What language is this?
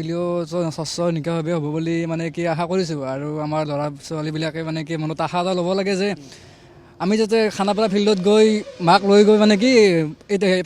Assamese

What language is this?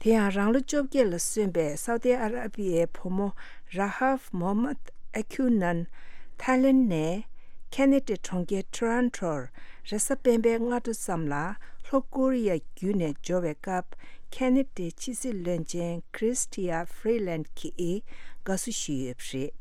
Tibetan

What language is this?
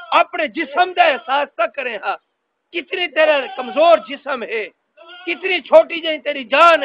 Saraiki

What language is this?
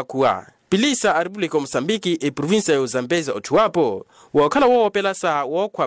Makhuwa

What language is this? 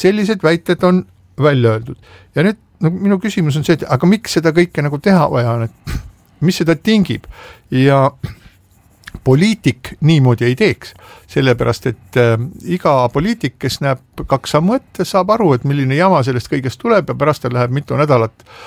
Estonian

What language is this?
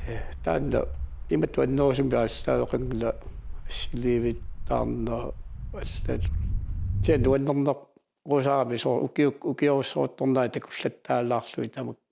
Kalaallisut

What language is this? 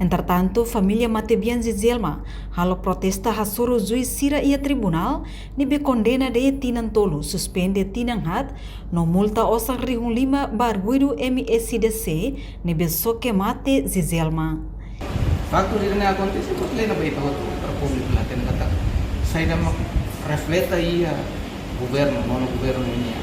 Tetum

